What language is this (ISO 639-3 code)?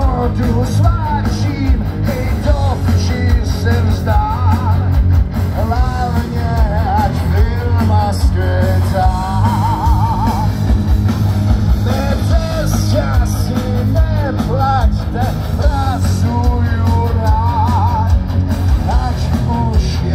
ces